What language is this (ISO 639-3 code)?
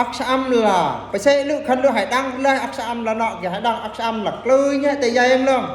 bru